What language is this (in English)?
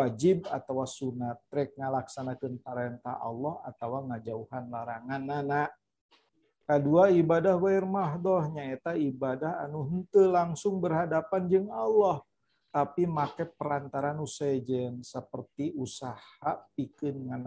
Sundanese